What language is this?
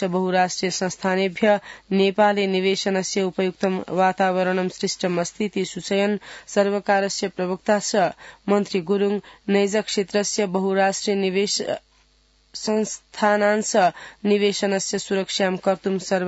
Sanskrit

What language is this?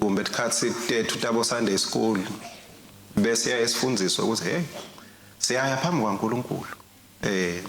Swati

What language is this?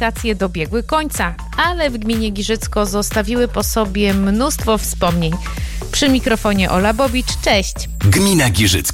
Polish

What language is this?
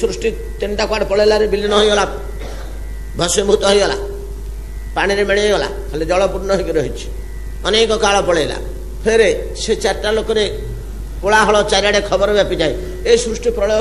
Odia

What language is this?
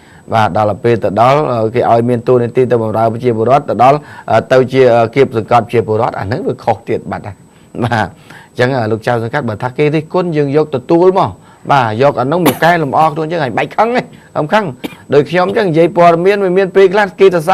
Khmer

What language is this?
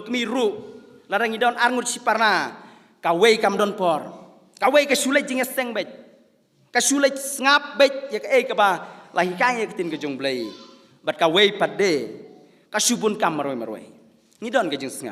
Khasi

